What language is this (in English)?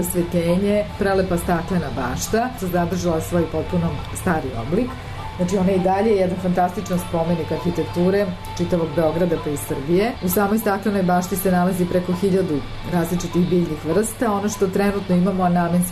Serbian